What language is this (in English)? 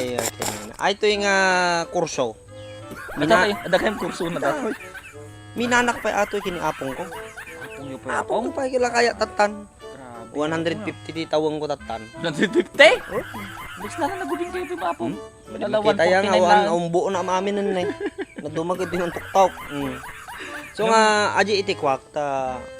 Iloko